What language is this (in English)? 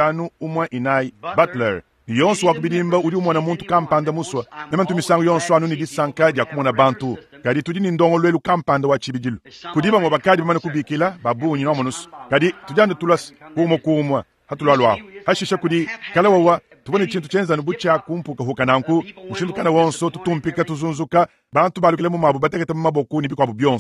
Luba-Lulua